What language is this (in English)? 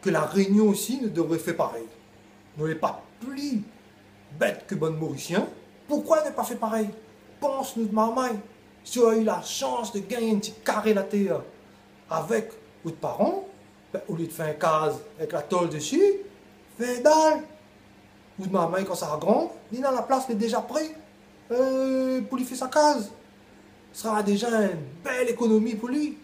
Réunion Creole French